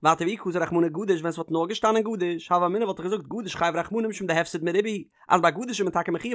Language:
Yiddish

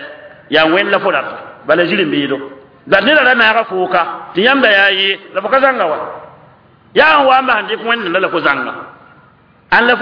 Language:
Mossi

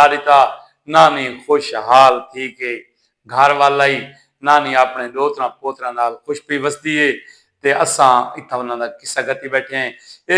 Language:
Saraiki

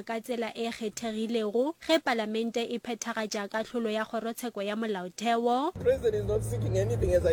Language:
Northern Sotho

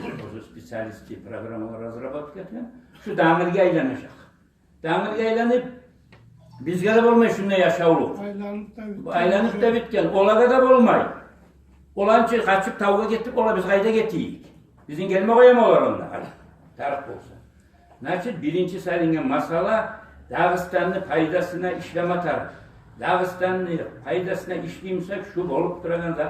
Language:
Kumyk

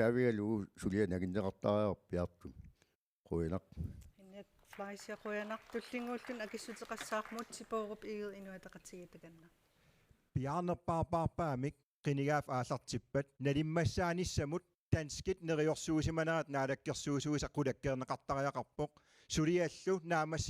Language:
Kalaallisut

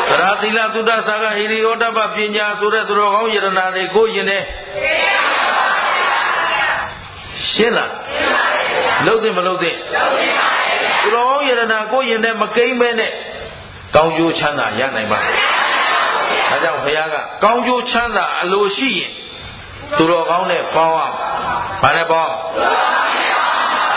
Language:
Burmese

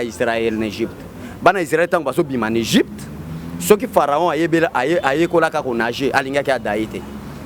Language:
Lingala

